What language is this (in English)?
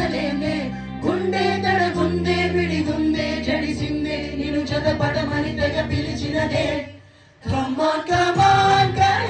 Telugu